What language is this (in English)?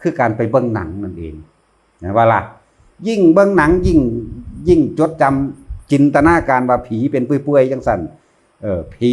Northeastern Thai